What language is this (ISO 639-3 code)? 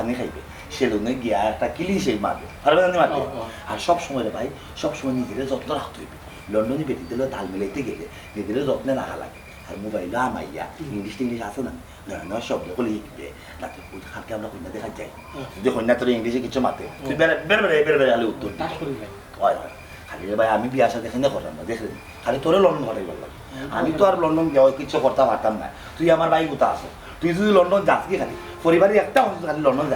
syl